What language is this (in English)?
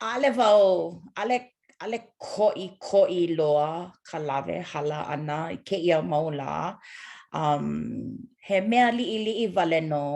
Hawaiian